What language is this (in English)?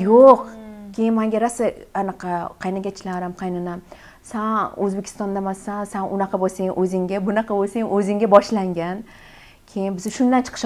Uzbek